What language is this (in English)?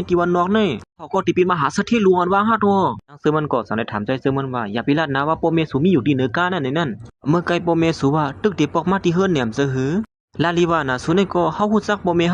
Shan